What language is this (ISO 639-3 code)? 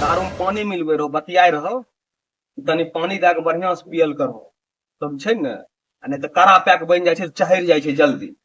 mai